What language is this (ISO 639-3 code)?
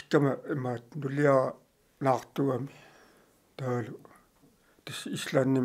kal